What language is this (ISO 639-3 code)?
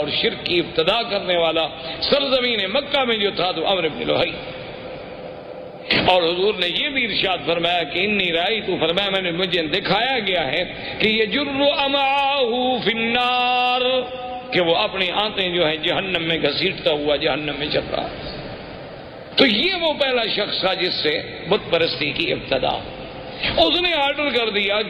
urd